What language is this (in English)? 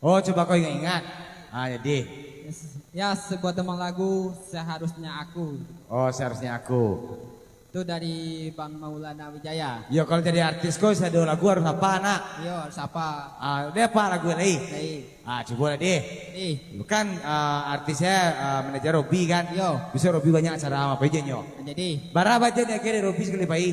Minangkabau